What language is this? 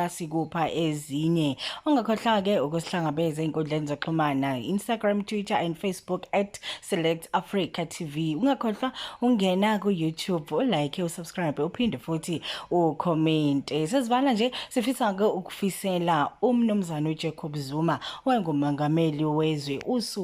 Zulu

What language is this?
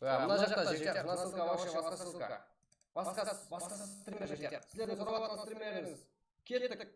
Kara-Kalpak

